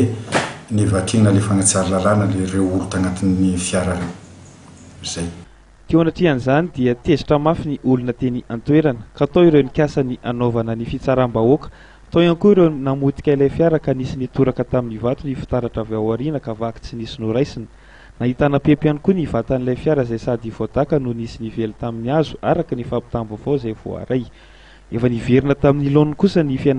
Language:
Malagasy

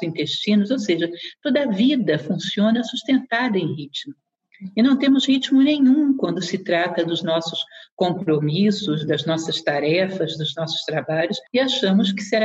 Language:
Portuguese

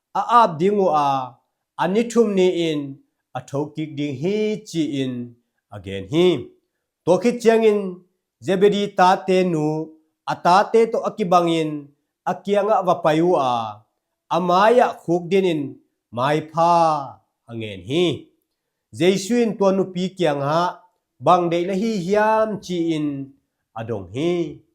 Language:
Tedim Chin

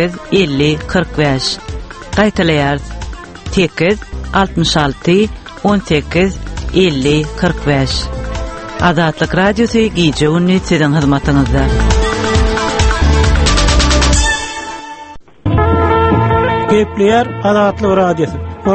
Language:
Turkmen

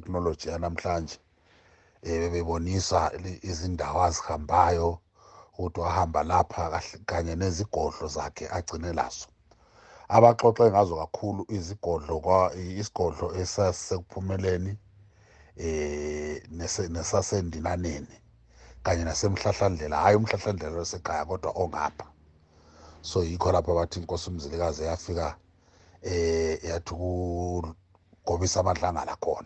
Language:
Zulu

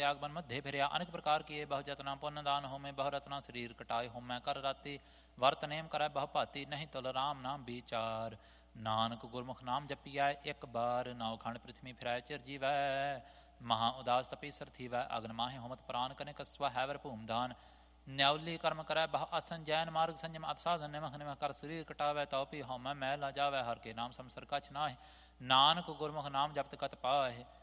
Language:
Punjabi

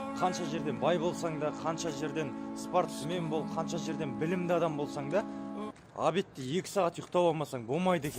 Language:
Kara-Kalpak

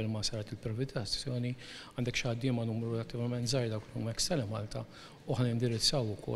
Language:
Maltese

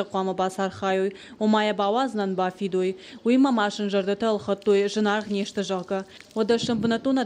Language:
Ossetic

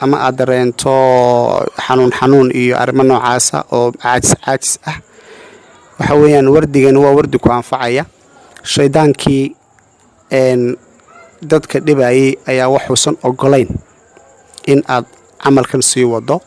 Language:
Somali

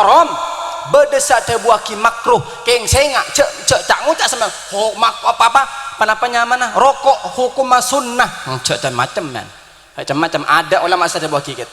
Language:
Madurese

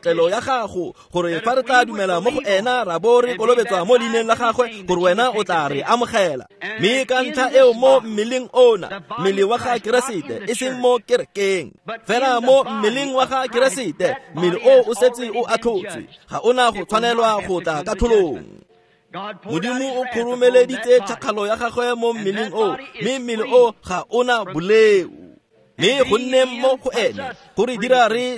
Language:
Tswana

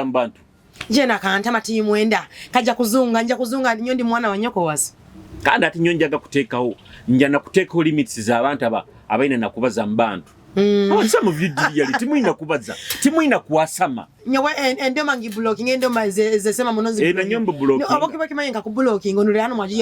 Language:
Nyoro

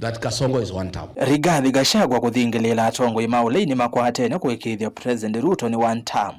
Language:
Kamba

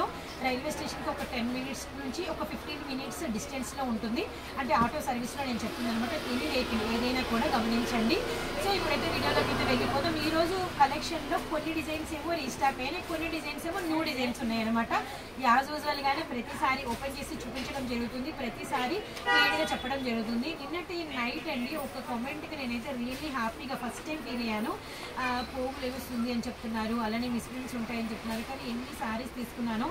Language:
Telugu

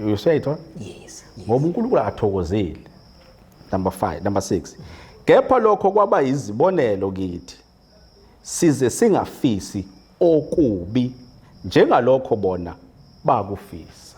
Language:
Zulu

